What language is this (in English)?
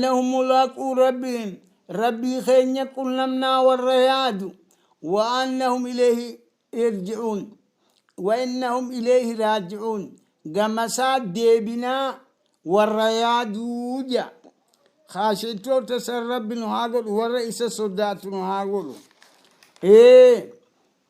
Oromo